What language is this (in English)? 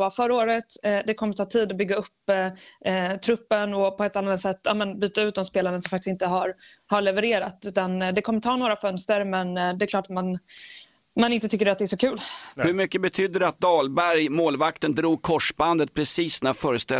Swedish